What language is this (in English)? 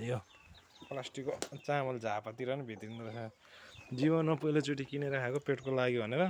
Nepali